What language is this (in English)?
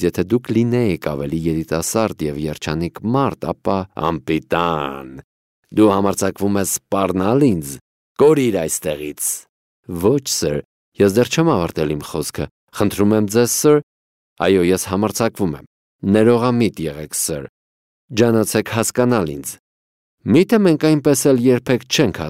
Armenian